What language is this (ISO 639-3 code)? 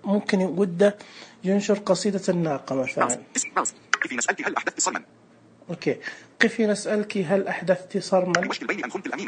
ars